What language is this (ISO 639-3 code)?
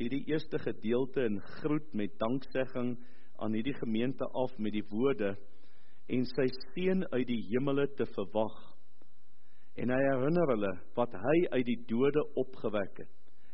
afr